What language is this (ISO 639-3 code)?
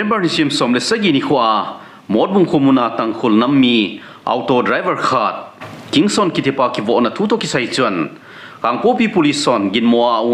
tcz